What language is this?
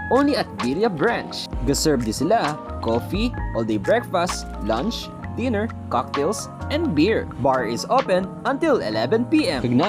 Hiligaynon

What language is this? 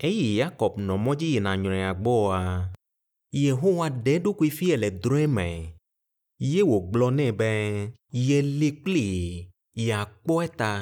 Ewe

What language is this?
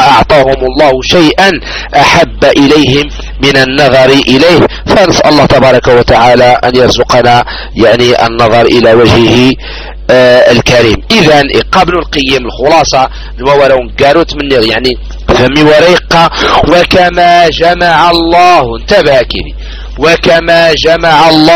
Arabic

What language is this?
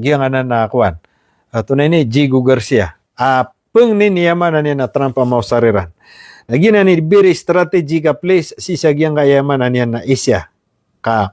Maranao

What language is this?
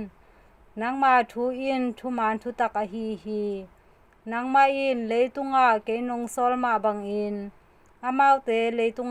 Tedim Chin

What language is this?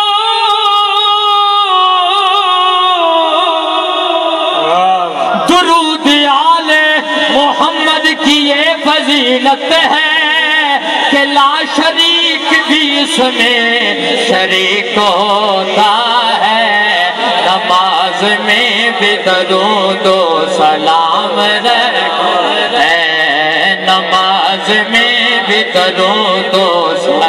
Urdu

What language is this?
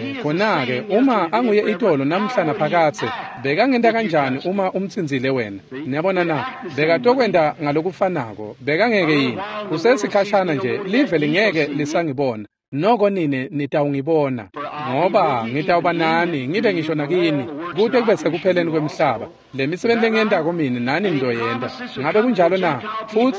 Swati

